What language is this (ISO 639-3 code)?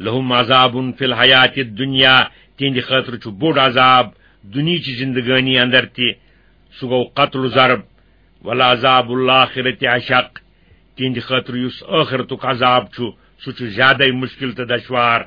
kas